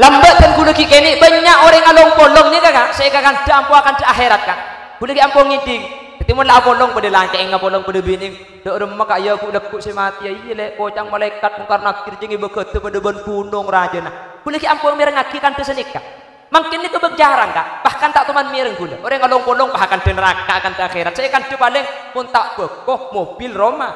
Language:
Madurese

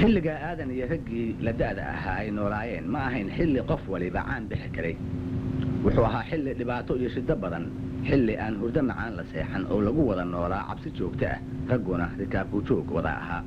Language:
Somali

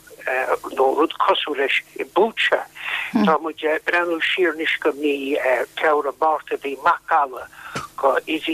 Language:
Irish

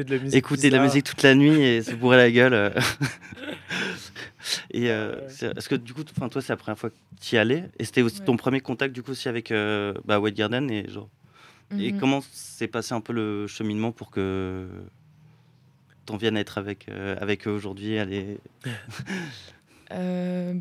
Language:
French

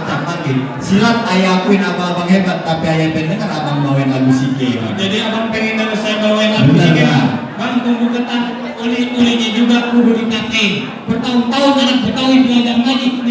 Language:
Betawi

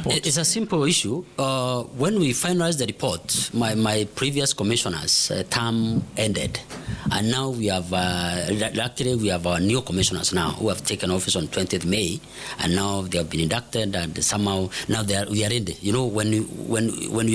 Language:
Swahili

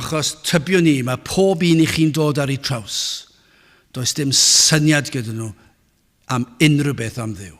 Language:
Welsh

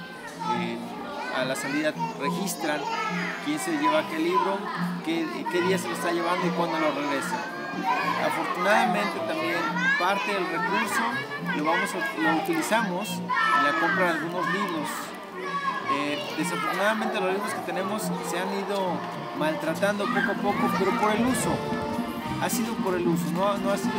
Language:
Spanish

